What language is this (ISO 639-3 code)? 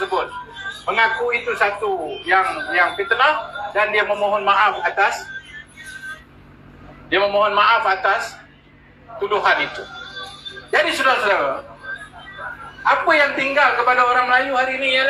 msa